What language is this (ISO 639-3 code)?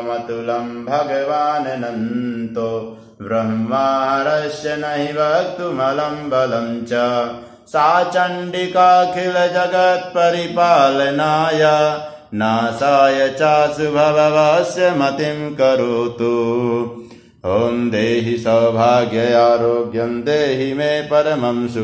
san